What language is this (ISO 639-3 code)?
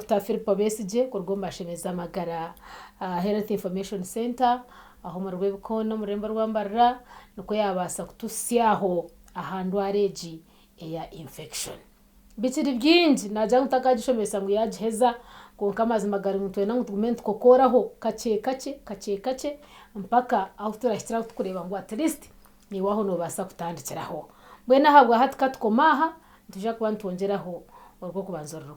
nyn